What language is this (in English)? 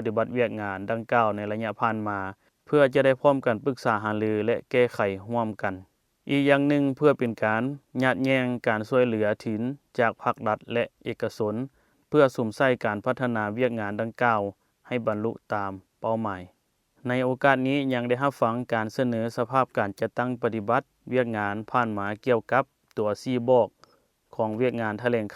Lao